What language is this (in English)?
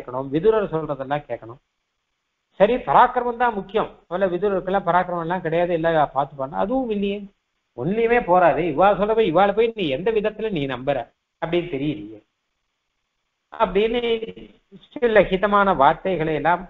Tamil